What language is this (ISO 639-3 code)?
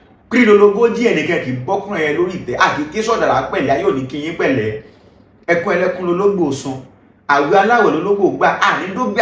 yor